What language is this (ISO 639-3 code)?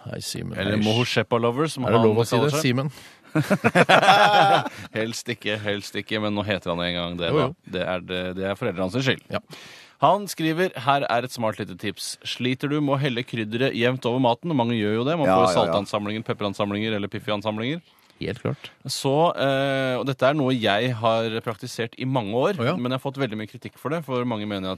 nor